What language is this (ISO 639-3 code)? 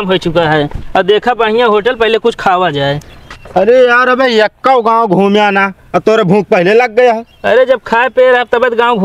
awa